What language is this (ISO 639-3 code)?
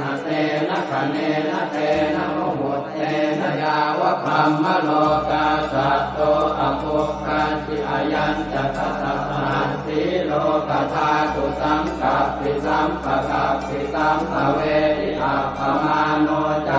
pli